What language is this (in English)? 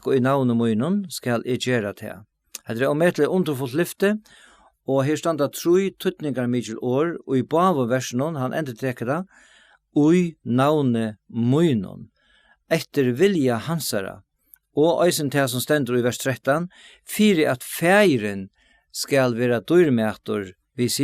Faroese